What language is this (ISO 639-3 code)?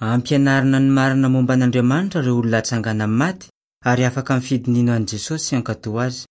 mlg